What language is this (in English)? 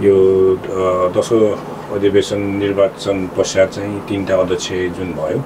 Nepali